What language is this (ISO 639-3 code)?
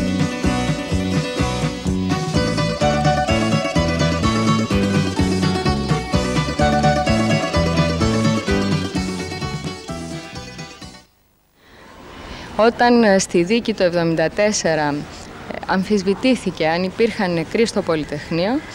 ell